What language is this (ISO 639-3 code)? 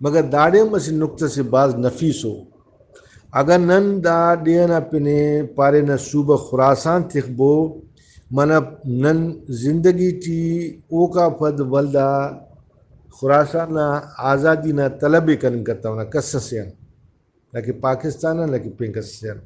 brh